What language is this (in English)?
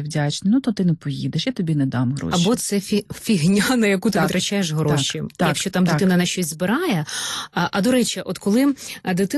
Ukrainian